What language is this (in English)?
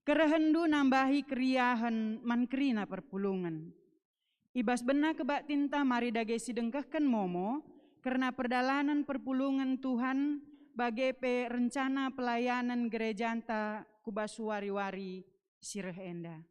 Batak Karo